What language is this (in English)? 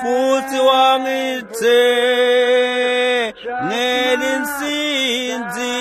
Swati